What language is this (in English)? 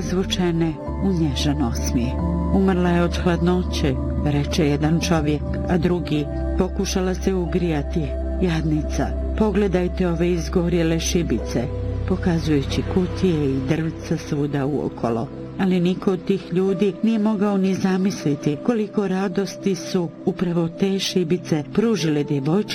Bosnian